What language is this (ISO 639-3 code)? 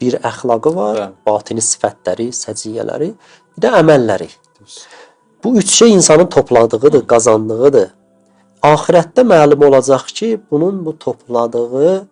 aze